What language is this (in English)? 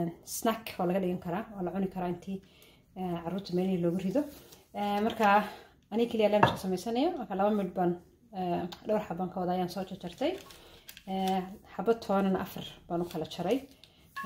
Somali